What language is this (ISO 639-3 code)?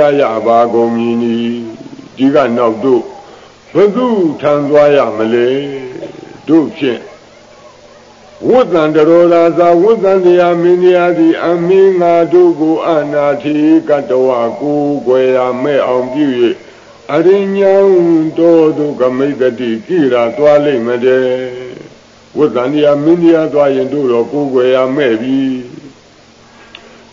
mya